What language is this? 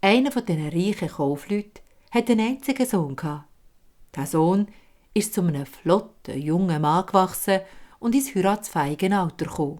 Swiss German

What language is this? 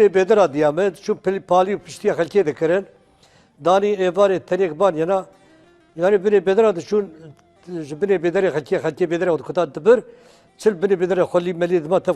Kurdish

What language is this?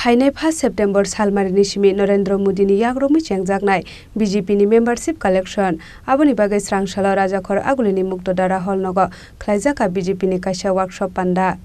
Kok Borok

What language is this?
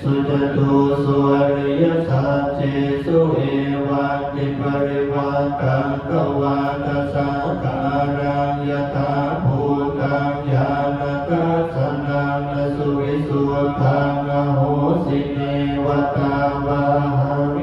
Pali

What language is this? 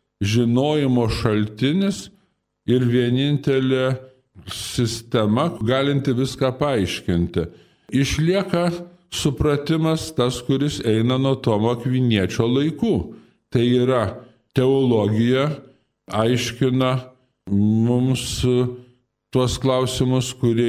Lithuanian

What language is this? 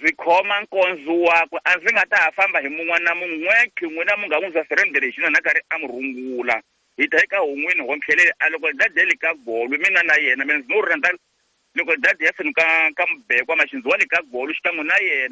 Tsonga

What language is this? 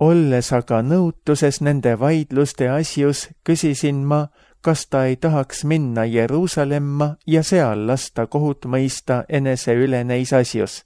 Estonian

